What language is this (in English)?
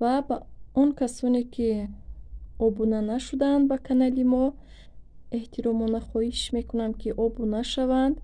Tajik